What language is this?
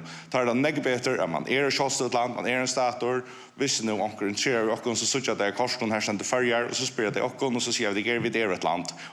Faroese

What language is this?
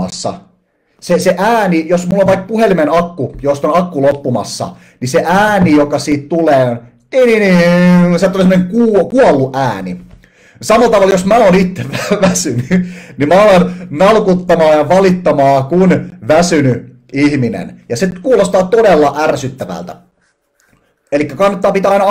Finnish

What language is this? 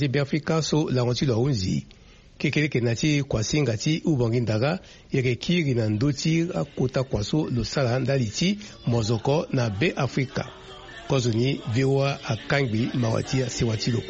Sango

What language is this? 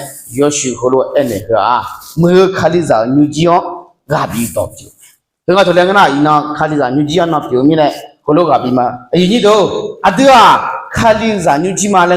Akha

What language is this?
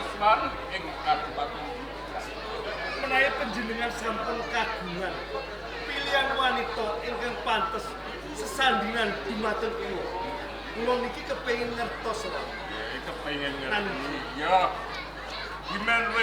Javanese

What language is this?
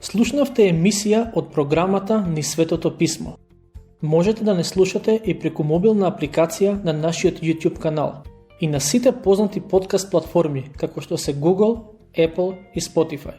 Macedonian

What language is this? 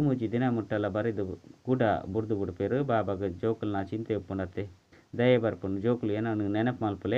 Tulu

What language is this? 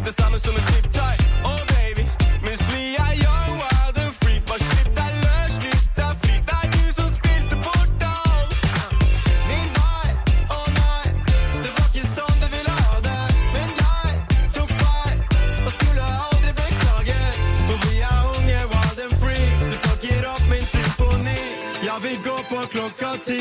Norwegian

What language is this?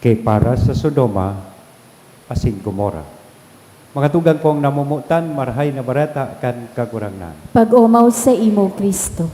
Bikol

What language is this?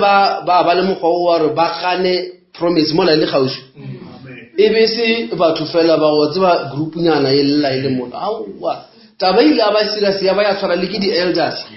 Northern Sotho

